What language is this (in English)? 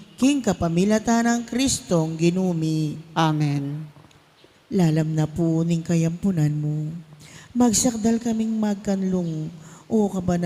Pampanga